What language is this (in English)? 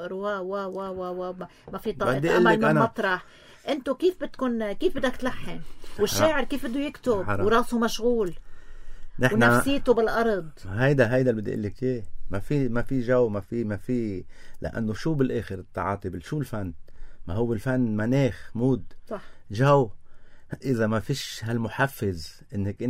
North Levantine Arabic